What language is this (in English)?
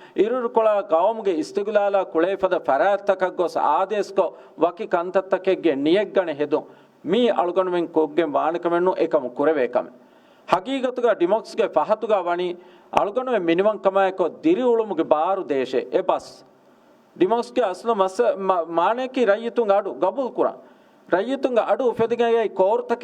Divehi